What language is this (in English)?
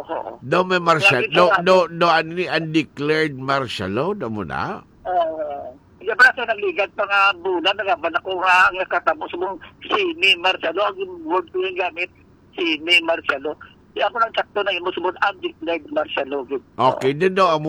Hiligaynon